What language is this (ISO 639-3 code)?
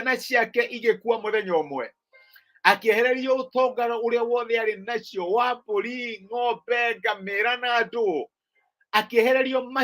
kik